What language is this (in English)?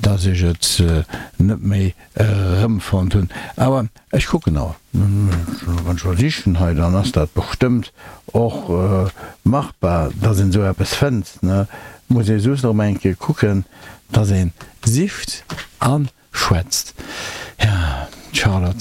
Luxembourgish